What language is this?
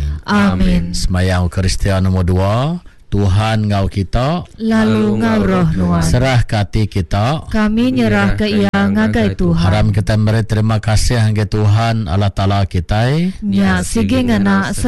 Iban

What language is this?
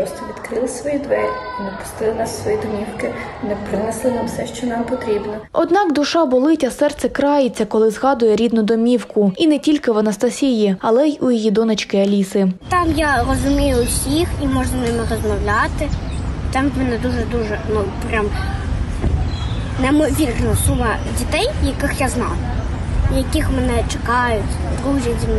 Ukrainian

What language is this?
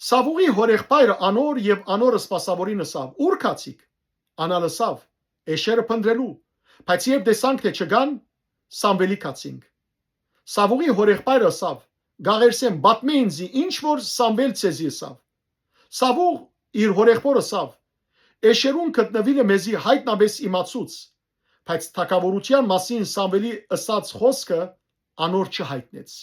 Western Armenian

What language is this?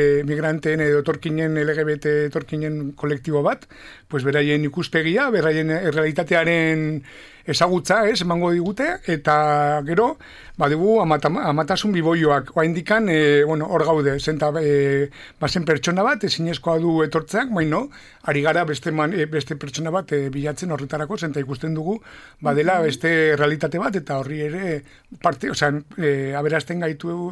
Basque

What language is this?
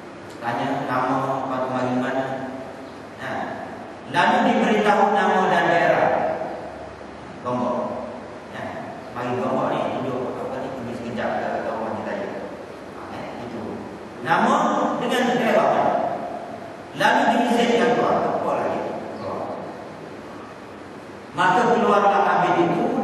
Malay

